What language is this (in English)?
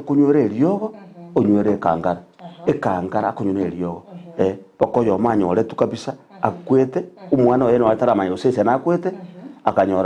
Gusii